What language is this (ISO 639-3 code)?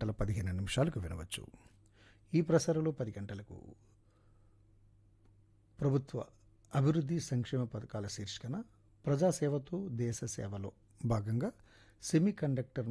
tel